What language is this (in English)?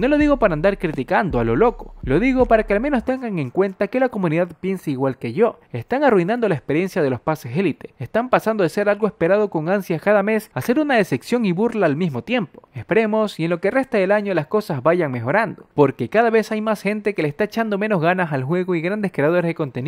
Spanish